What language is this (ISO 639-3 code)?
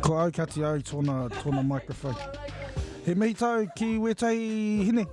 mri